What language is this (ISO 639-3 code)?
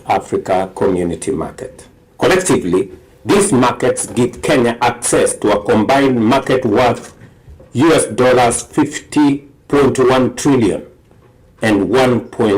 kam